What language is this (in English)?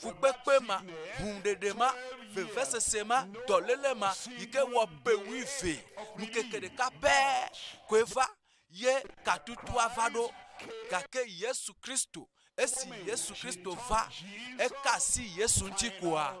Ewe